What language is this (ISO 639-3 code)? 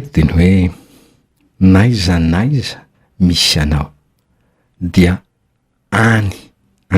mlg